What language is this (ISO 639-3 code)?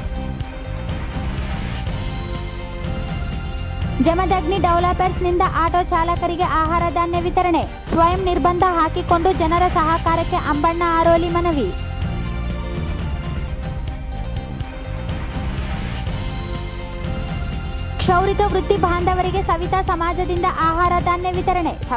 kan